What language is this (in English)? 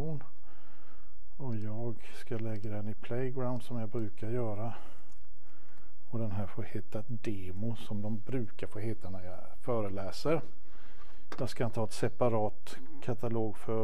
Swedish